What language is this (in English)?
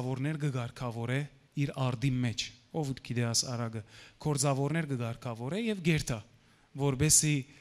Western Armenian